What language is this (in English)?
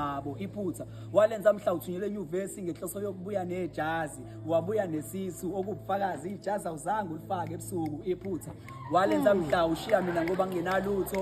Zulu